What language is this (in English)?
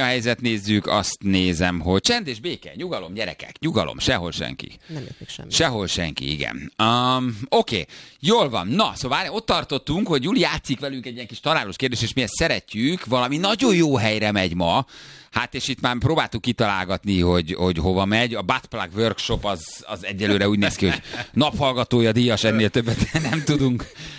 Hungarian